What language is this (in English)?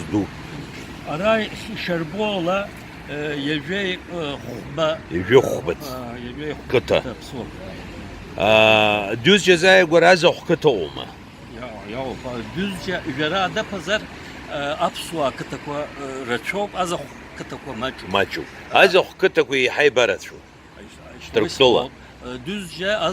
Abkhazian